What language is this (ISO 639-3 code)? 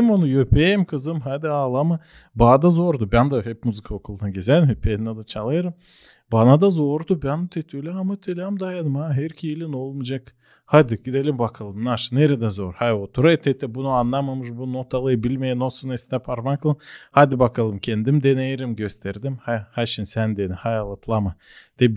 gag